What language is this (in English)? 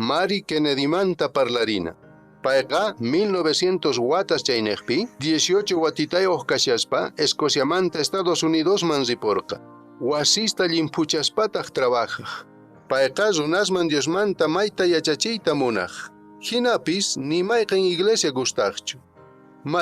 Quechua